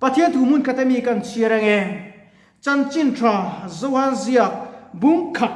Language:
Mizo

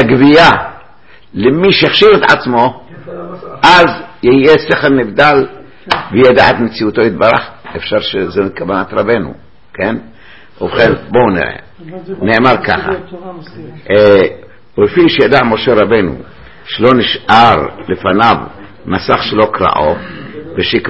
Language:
Hebrew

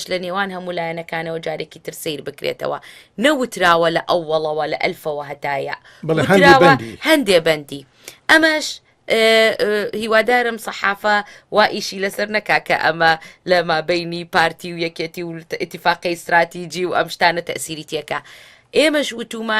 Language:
Central Kurdish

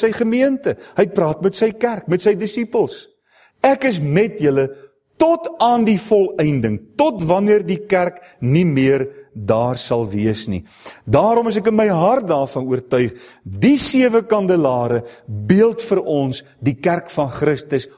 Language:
Afrikaans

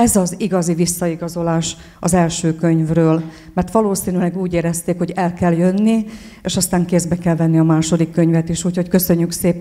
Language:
Hungarian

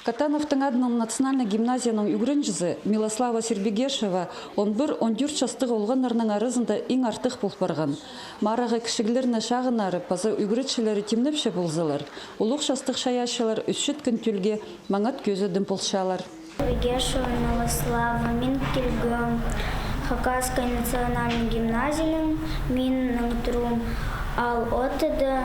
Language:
Khakas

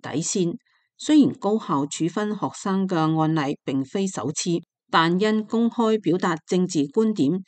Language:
Cantonese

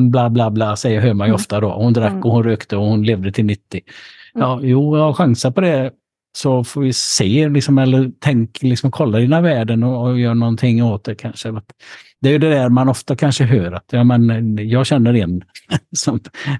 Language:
Swedish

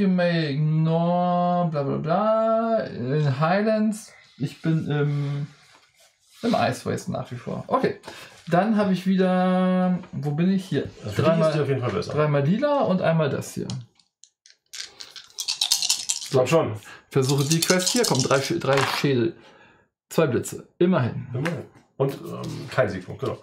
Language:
German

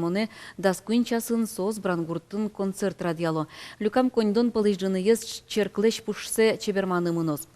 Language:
Udmurt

